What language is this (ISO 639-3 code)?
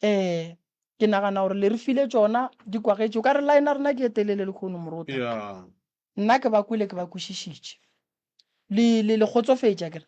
nso